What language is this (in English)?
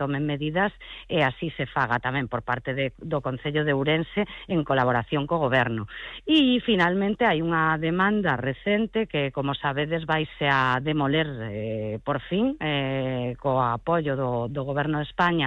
Galician